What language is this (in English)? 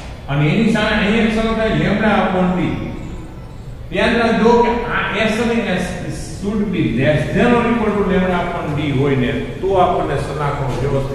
Gujarati